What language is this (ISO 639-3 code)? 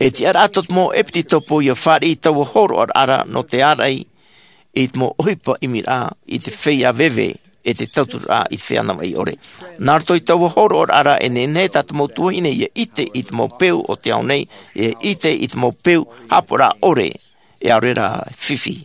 tah